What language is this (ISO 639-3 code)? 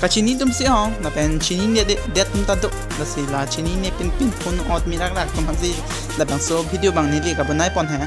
mjw